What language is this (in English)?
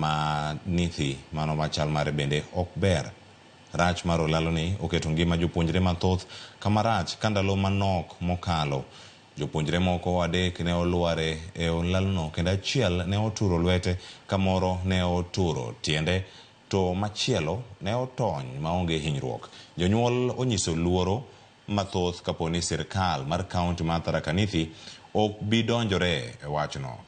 Luo (Kenya and Tanzania)